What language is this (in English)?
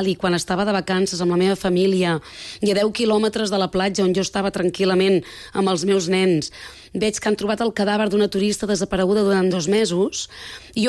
Catalan